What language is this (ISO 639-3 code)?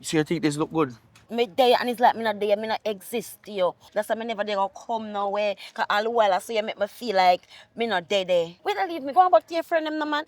jam